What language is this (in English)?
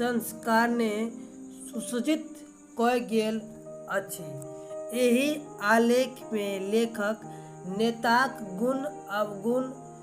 Maithili